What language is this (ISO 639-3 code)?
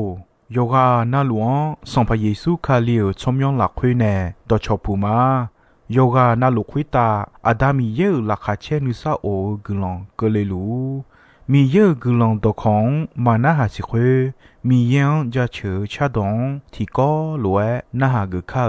ahk